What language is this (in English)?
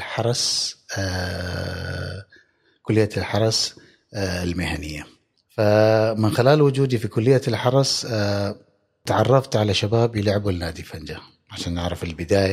Gulf Arabic